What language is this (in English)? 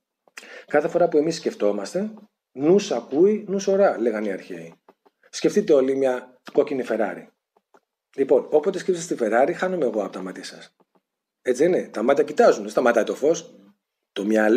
Greek